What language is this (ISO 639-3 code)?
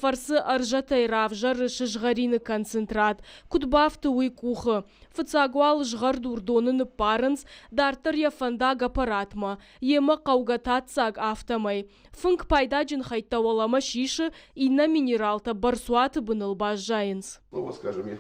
oss